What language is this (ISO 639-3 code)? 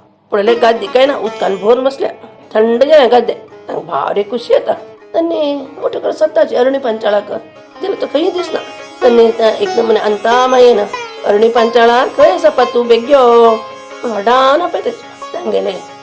kok